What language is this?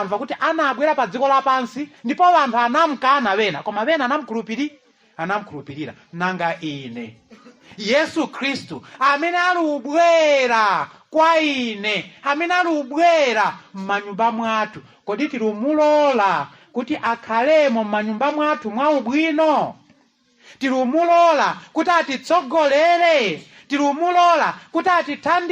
Nyanja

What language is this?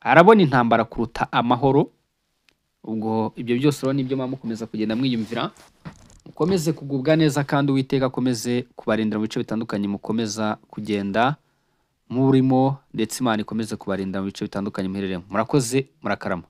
Kinyarwanda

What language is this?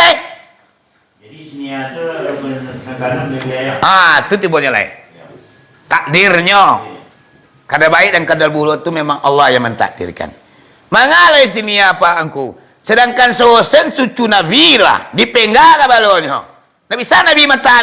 Minangkabau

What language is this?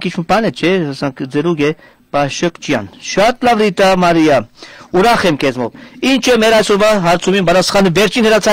Western Armenian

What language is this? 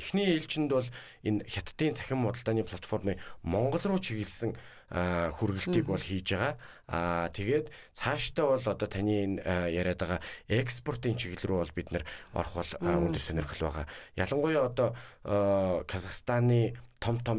Mongolian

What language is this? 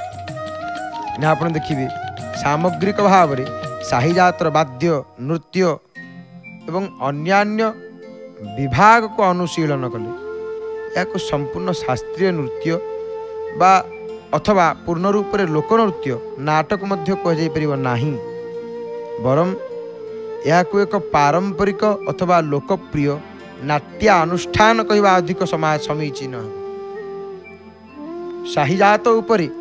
Odia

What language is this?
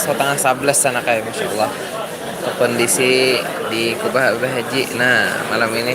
Banjar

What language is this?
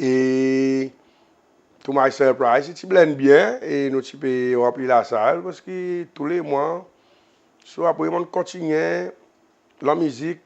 Seselwa Creole French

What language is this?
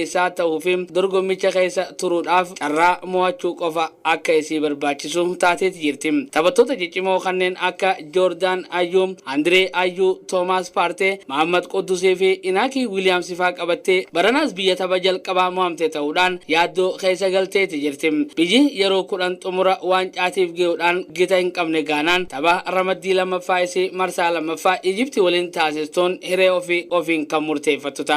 Oromo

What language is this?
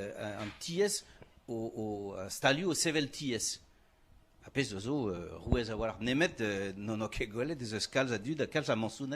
Breton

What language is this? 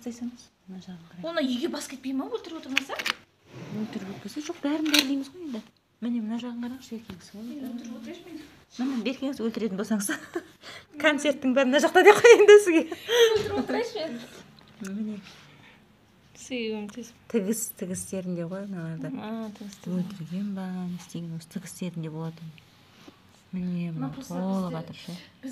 Kazakh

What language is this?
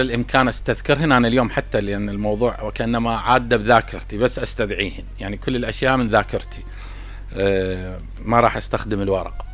Mesopotamian Arabic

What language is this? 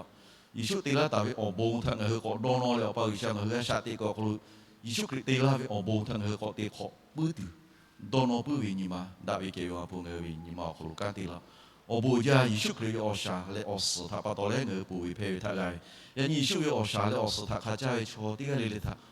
Lahu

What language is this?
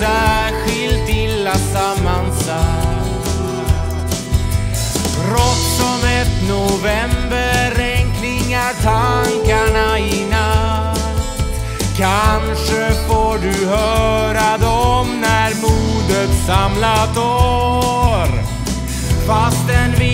Swedish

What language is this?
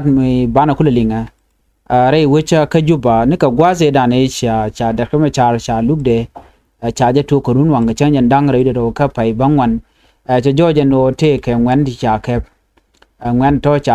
Nuer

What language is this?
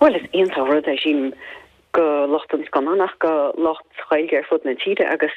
Irish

